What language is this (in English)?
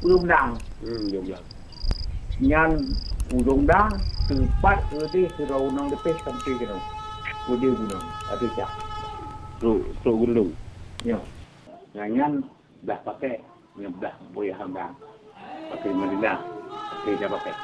Achinese